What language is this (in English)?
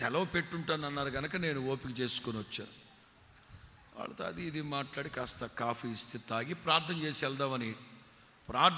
Telugu